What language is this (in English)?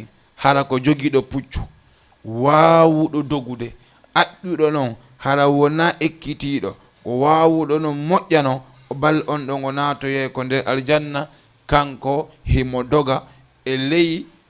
Fula